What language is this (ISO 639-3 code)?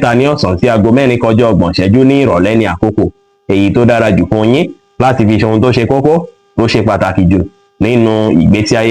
yor